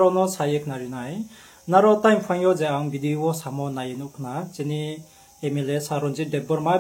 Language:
Riang (India)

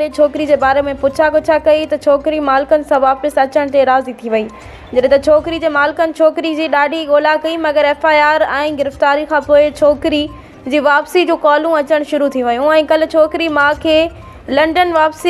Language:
Sindhi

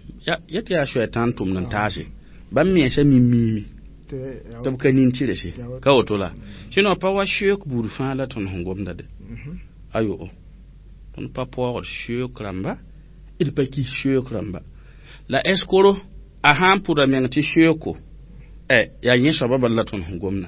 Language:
Mossi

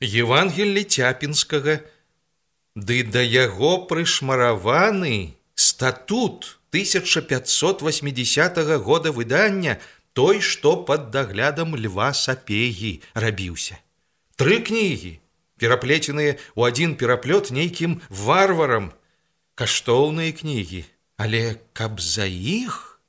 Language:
Belarusian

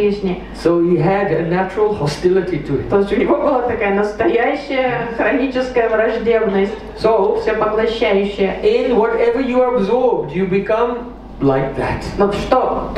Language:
Russian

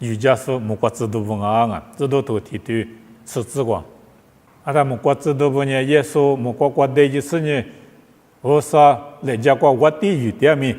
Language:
Lisu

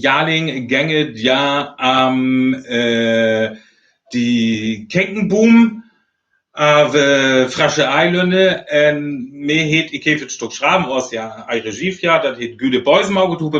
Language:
Northern Frisian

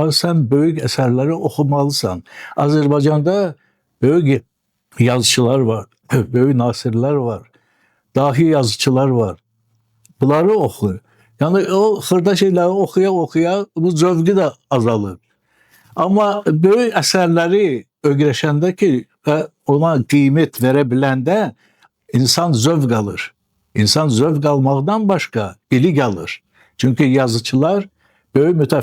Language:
Azerbaijani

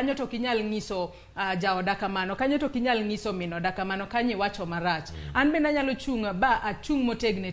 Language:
Luo (Kenya and Tanzania)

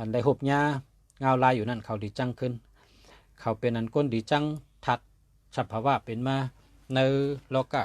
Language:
Shan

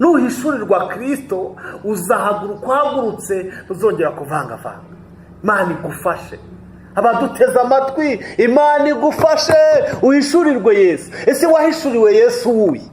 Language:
Kinyarwanda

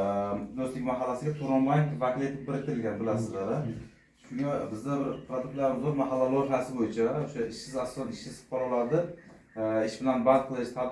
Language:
Uzbek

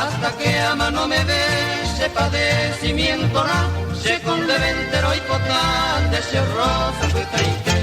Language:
Guarani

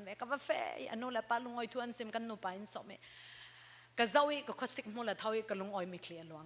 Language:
Falam Chin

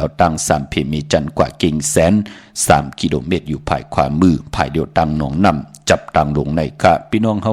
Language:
Shan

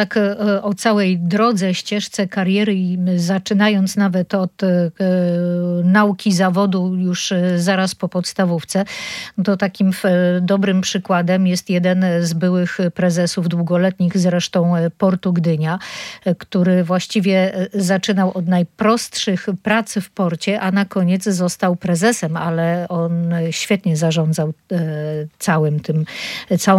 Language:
Polish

